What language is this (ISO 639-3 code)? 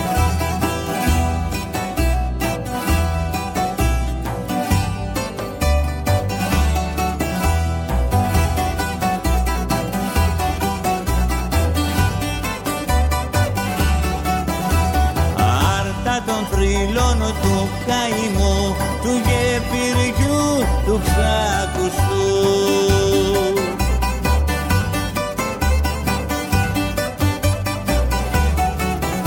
ell